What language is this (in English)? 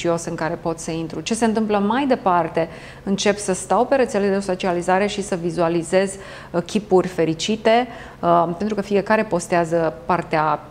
Romanian